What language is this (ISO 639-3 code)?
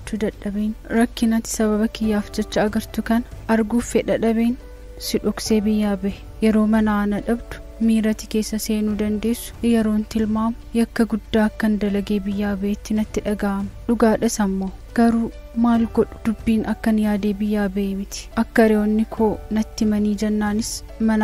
orm